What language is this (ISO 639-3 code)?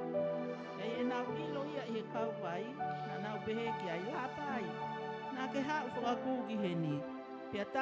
ton